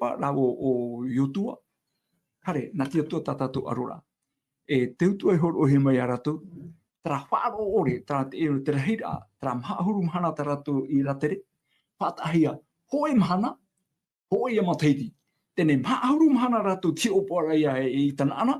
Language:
Tahitian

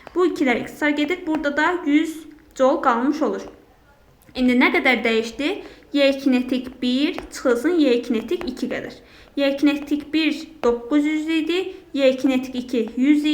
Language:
Azerbaijani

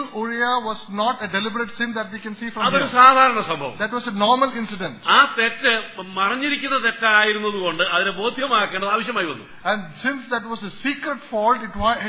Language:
Malayalam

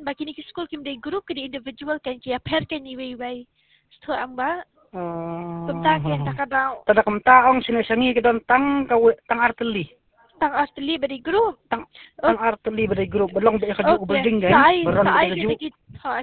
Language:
Khasi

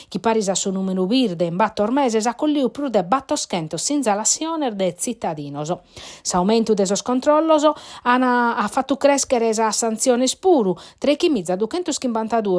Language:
Sardinian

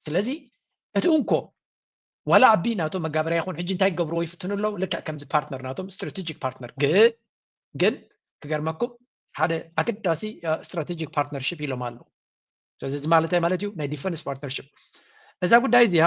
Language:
Tigrinya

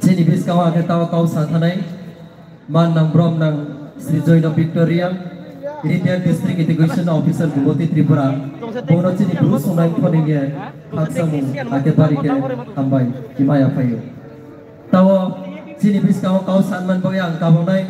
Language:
Riang (India)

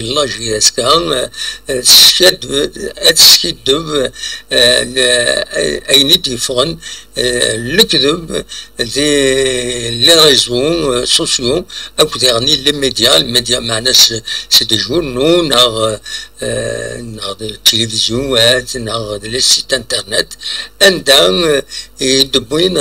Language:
Kabyle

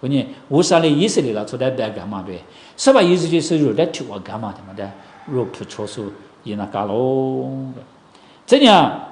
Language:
Lisu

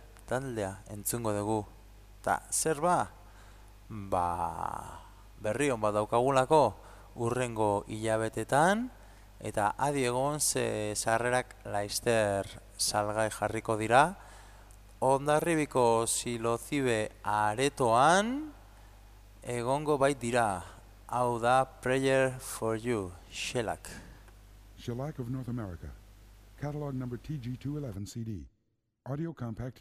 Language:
Basque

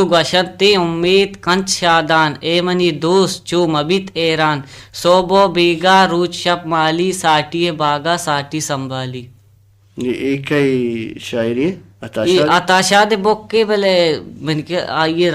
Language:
Baluchi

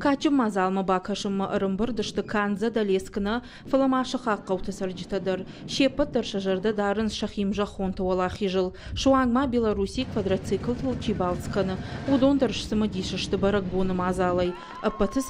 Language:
Ossetic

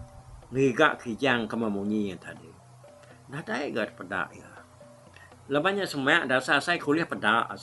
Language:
Iban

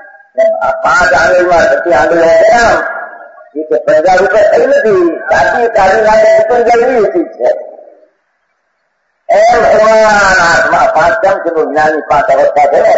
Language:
Gujarati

